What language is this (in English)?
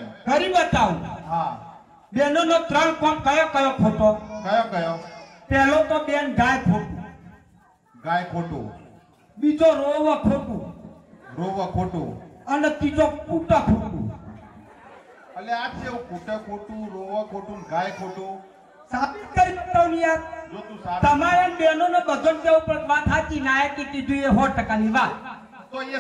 Gujarati